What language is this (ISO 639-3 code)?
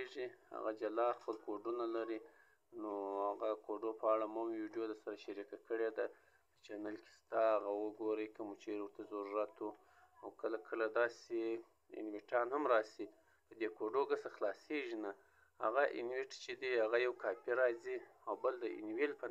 pus